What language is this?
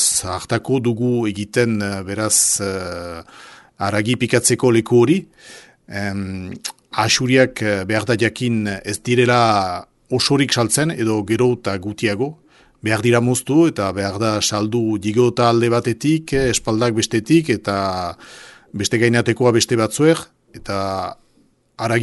Basque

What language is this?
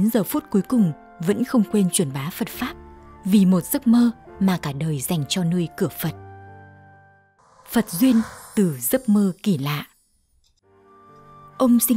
Vietnamese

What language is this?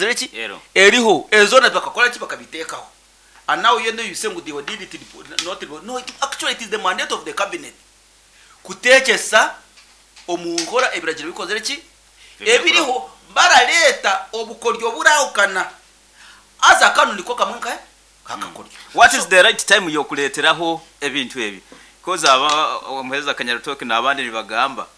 Nyankole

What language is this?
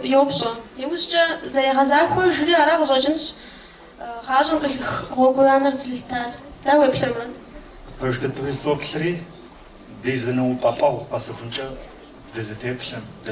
Kabardian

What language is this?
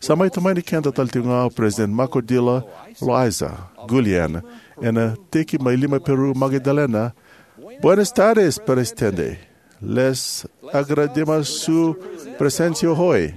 Fijian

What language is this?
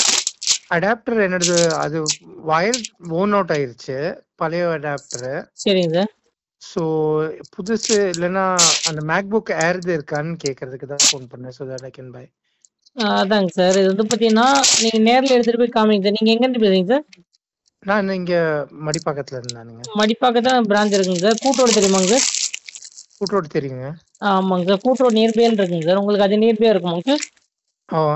Tamil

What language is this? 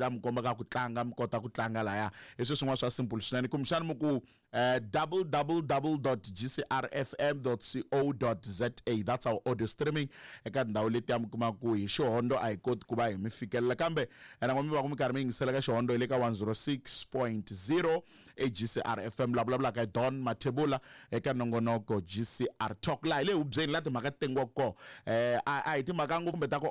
Tsonga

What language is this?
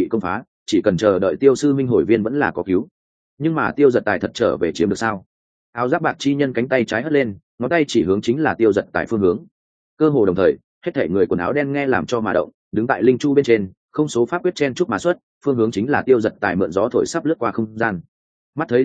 Vietnamese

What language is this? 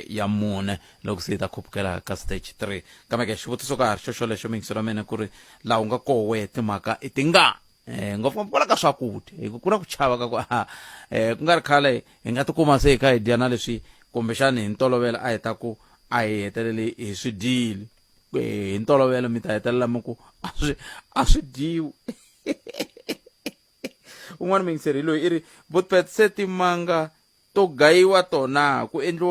Tsonga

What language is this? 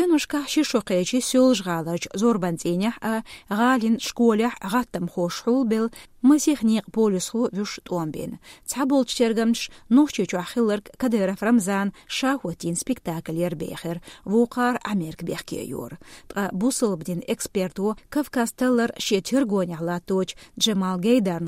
Chechen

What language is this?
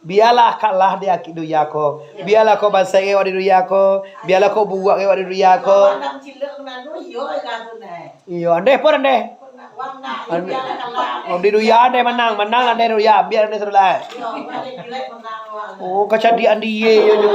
Minangkabau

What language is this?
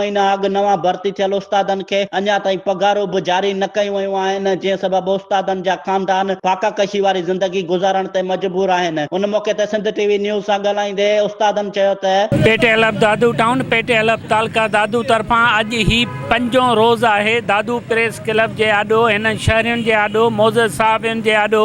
Sindhi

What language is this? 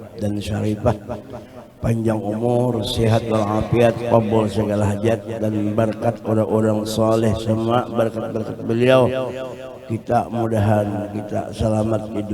Banjar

